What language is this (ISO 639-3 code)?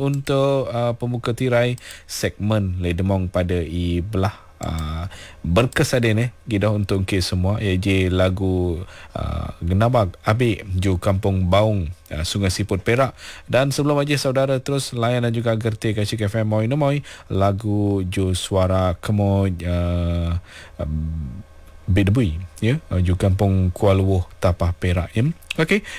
msa